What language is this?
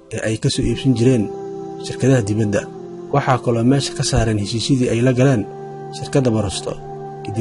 Somali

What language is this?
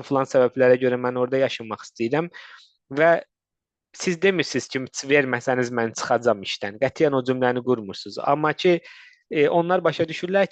Azerbaijani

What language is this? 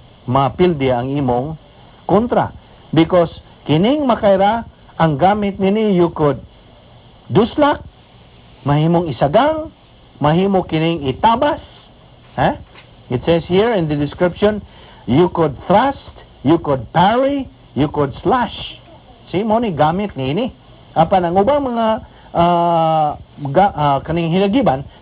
Cebuano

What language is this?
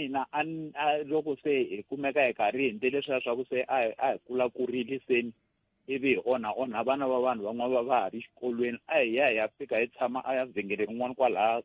Tsonga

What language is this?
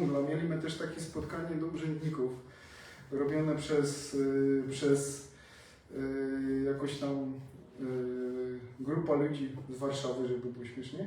Silesian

